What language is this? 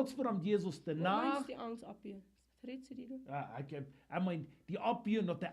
Plautdietsch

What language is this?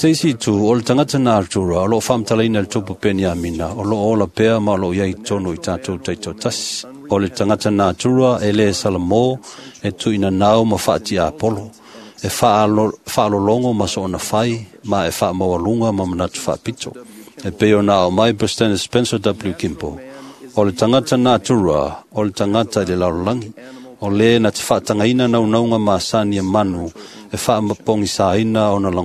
Samoan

